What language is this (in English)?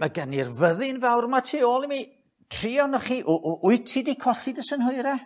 Welsh